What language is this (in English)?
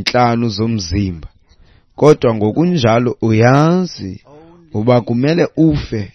Xhosa